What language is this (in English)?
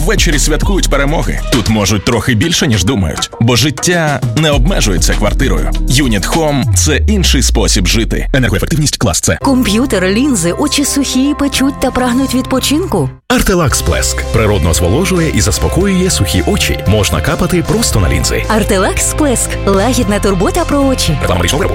Ukrainian